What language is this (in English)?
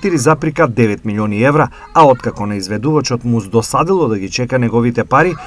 Macedonian